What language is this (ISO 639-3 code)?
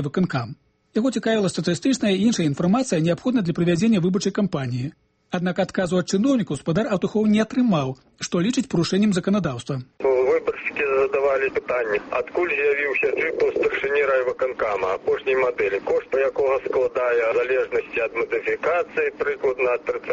bel